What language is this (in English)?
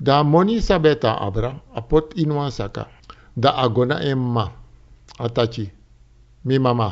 Sranan Tongo